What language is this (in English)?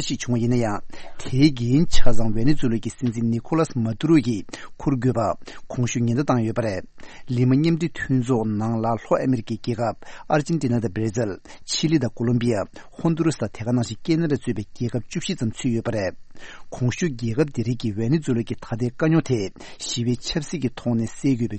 Tibetan